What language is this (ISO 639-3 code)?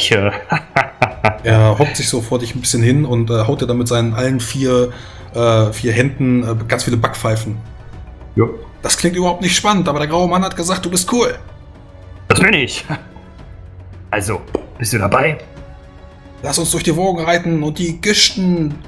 deu